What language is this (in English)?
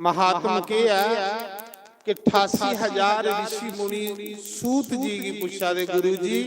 Dogri